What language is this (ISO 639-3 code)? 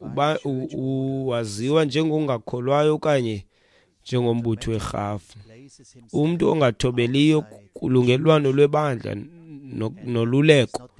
xho